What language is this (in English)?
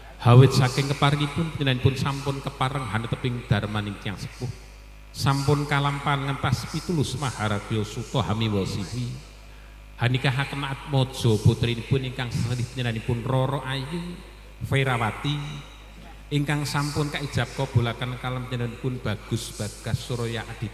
Javanese